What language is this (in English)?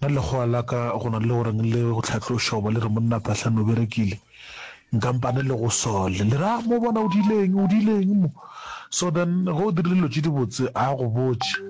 Northern Sotho